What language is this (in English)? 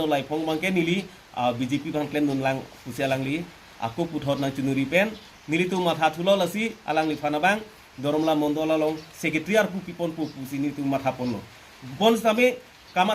Karbi